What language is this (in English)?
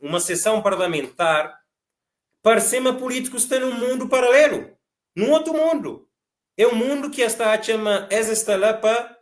Kabuverdianu